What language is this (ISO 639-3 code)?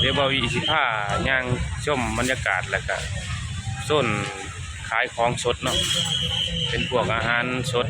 tts